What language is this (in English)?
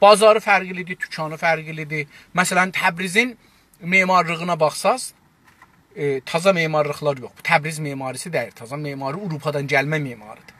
South Azerbaijani